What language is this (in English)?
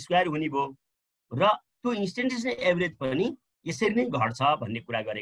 Nepali